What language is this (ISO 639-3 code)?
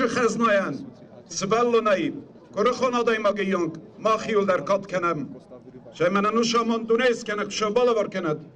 oss